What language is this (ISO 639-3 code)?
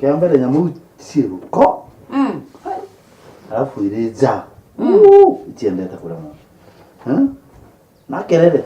mer